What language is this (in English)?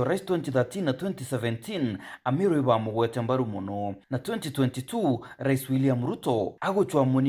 Meru